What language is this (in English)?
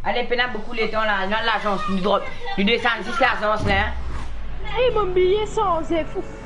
Morisyen